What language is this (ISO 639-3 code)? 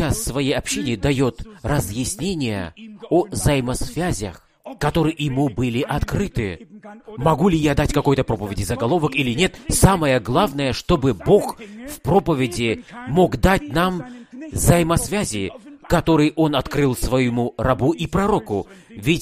rus